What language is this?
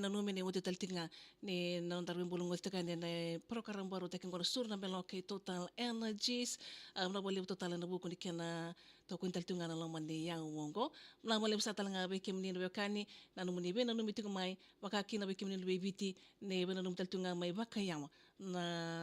Fijian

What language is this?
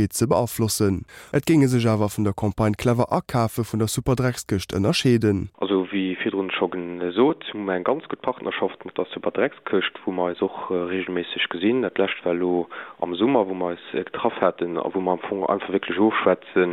Luxembourgish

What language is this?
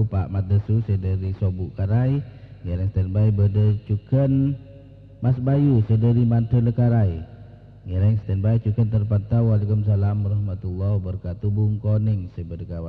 Madurese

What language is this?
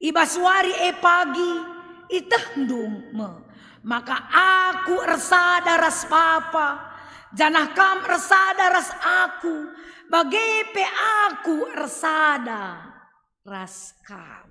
Batak Karo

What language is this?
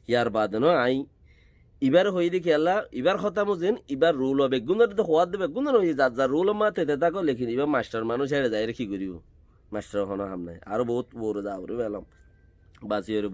Rohingya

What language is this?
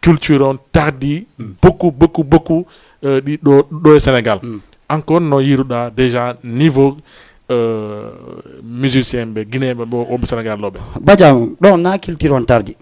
Fula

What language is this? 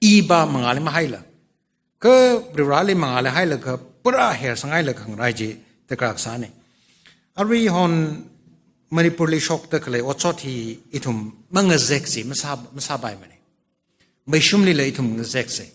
Tangkhul Naga (India)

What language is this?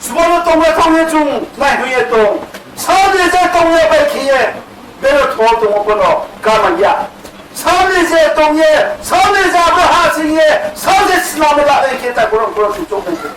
Riang (India)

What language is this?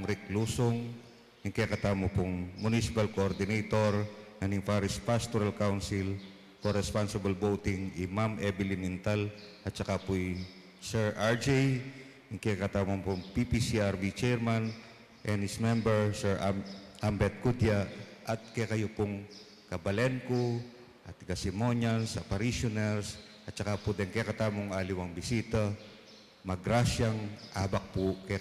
Pampanga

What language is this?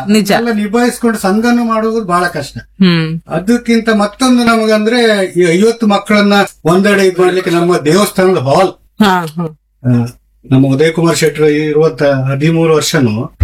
Kannada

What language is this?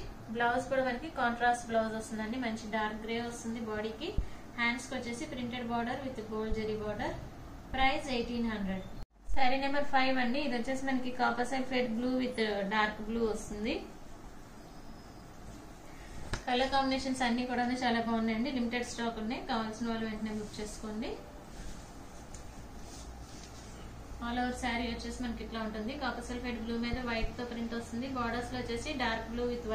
Telugu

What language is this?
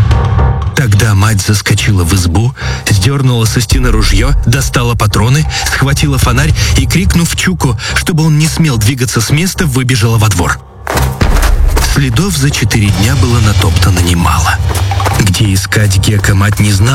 Russian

